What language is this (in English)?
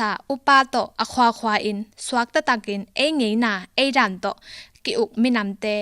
Tedim Chin